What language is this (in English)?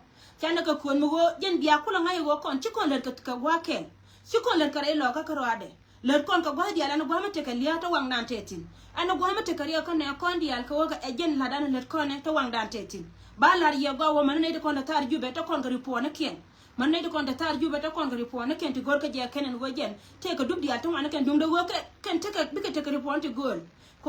Nuer